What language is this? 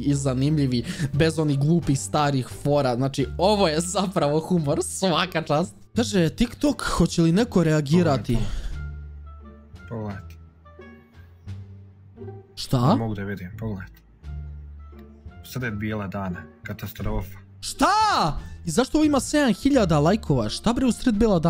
Serbian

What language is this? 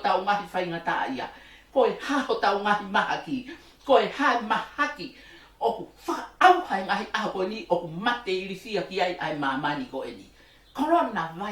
Tongan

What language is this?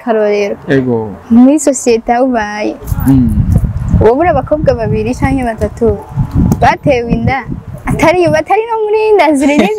Rundi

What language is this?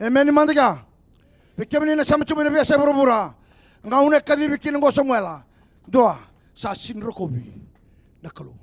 Fijian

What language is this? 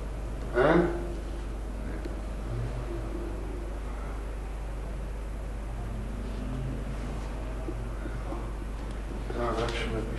Greek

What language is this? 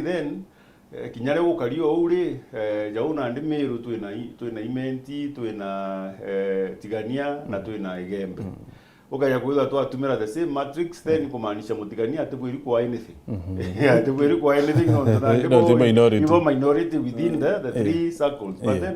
Meru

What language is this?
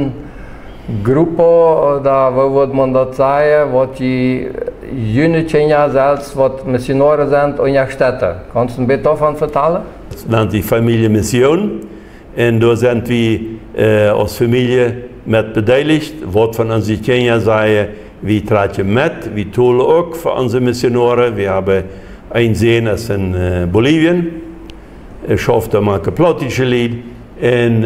Plautdietsch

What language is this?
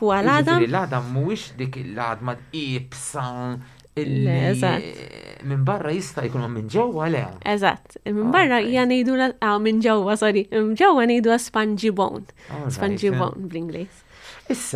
Maltese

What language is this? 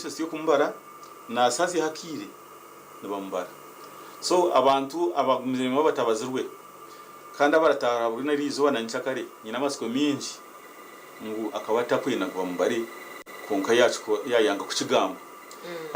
Nyankole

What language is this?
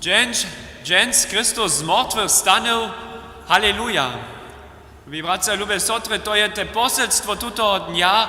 Upper Sorbian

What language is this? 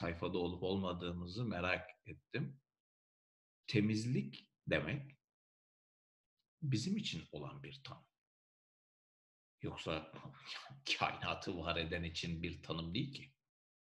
Turkish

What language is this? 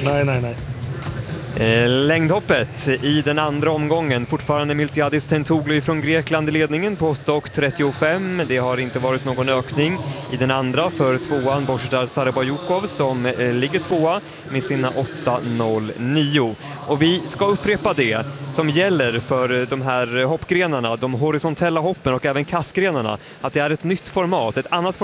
Swedish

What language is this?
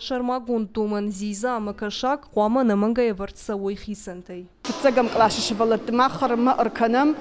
Ossetic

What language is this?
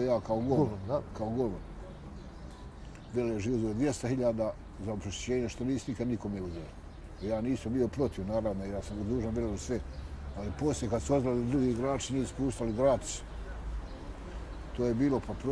Bosnian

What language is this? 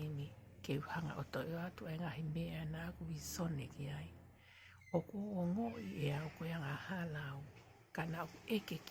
Tongan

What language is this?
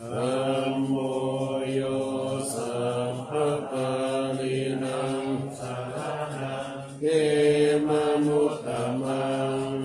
Pali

